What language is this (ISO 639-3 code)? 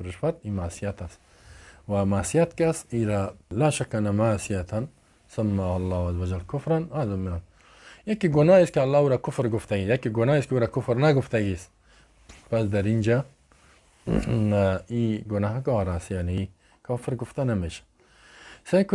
fas